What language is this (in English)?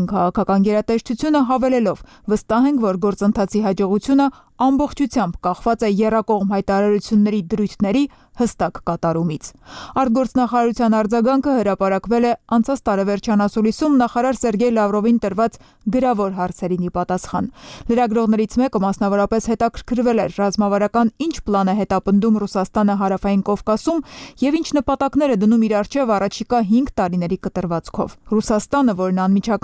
Armenian